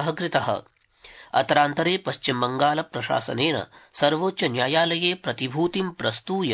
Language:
Sanskrit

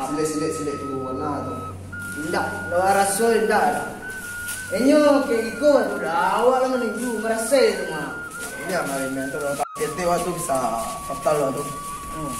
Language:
Minangkabau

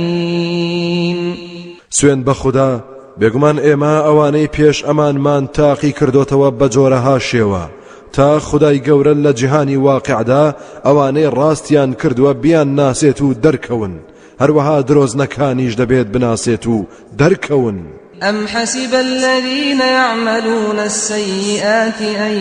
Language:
Central Kurdish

